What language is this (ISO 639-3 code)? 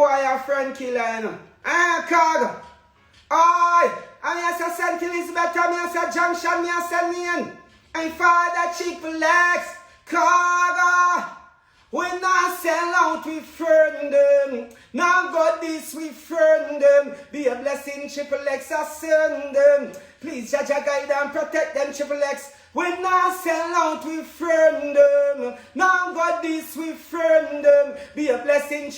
jam